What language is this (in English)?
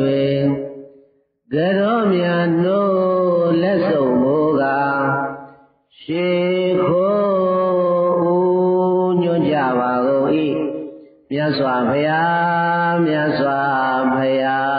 Burmese